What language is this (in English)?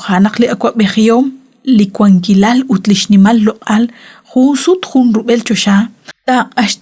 Kekchí